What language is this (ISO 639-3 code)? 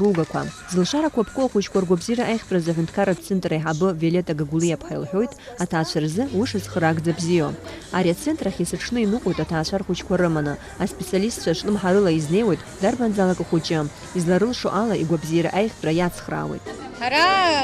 abk